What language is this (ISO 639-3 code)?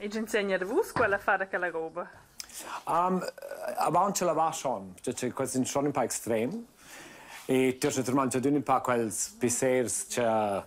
roh